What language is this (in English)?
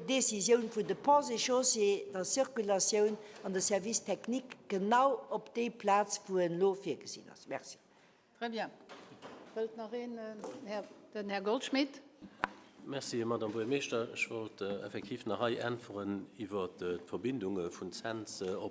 Luxembourgish